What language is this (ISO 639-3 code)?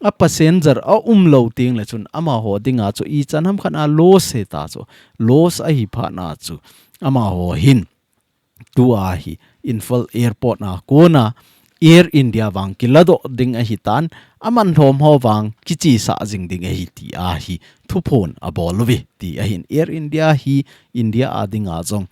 tcz